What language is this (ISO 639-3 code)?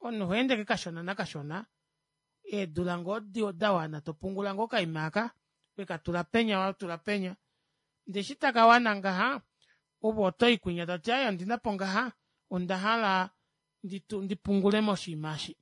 kua